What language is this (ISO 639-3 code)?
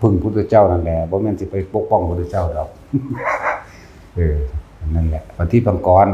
lao